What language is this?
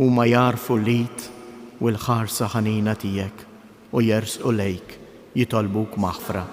Maltese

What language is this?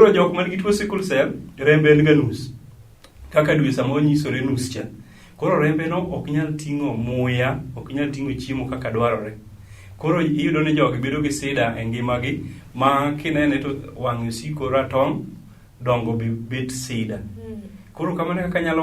Luo (Kenya and Tanzania)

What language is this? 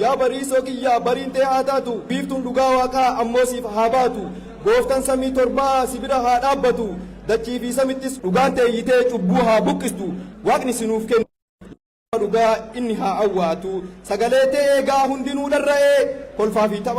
Oromo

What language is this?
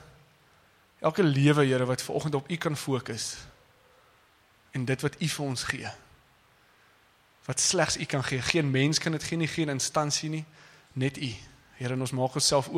Afrikaans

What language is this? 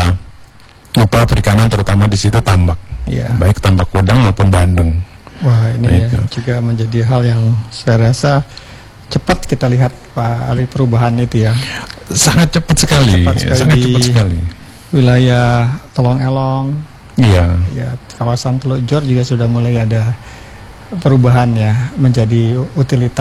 Indonesian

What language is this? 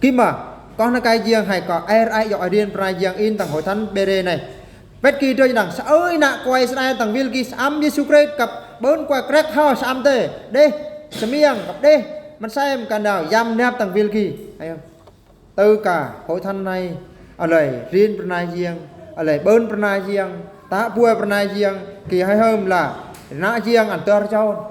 Eastern Bru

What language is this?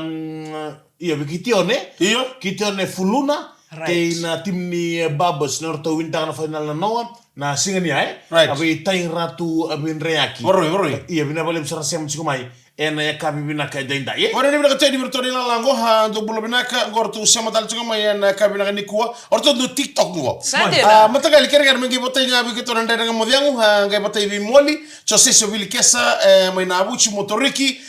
Fijian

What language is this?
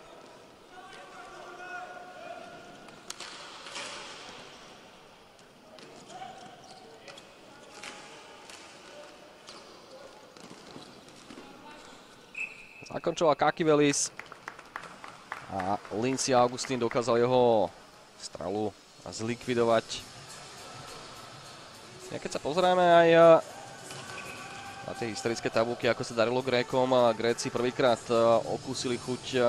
Slovak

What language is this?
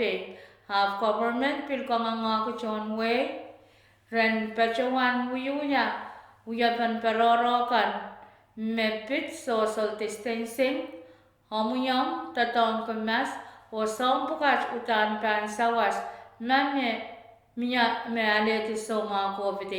Pohnpeian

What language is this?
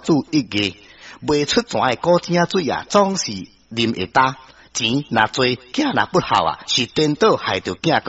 Min Nan Chinese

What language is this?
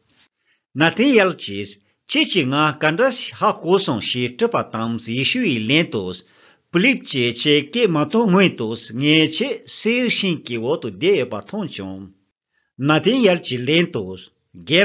Tibetan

